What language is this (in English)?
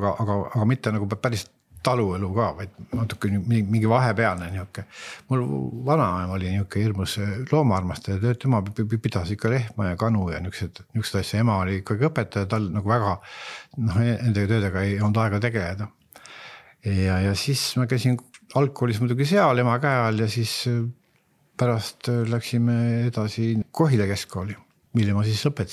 Estonian